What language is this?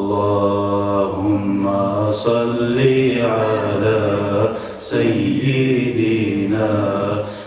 Kumyk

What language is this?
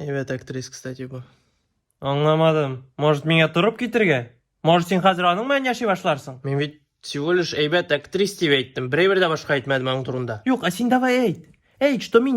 Tatar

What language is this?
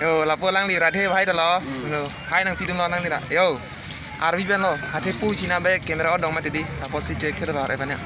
Karbi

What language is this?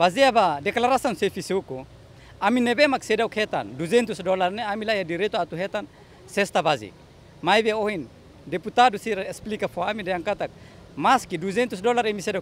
Tetum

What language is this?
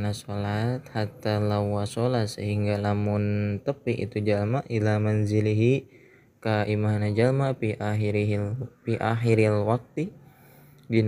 Sundanese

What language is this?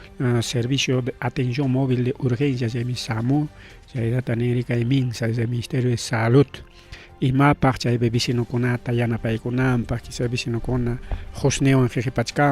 Ayacucho Quechua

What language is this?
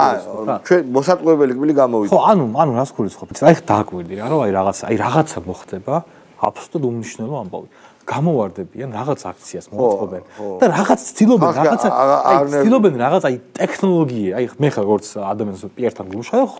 Georgian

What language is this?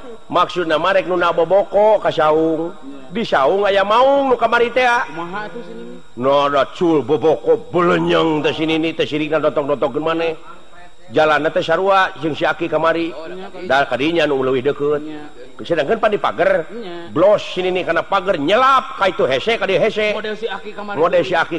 Sundanese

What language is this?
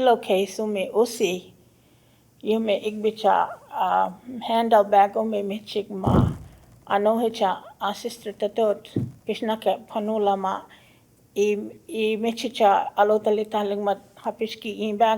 Choctaw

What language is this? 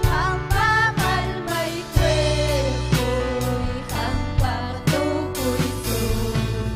Ayacucho Quechua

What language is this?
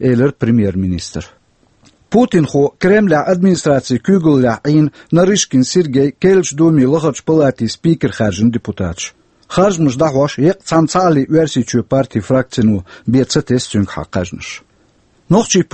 Chechen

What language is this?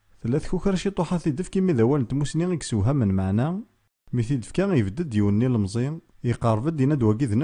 Kabyle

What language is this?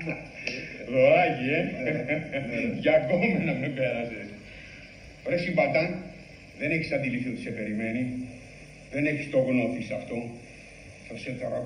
Greek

